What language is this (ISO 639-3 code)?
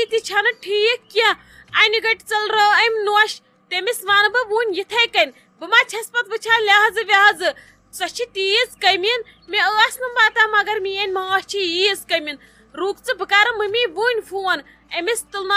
kas